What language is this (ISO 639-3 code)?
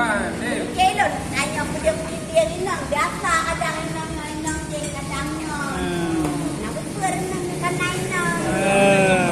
ace